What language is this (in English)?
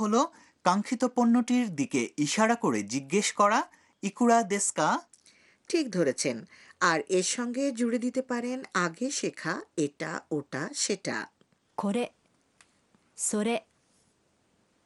Bangla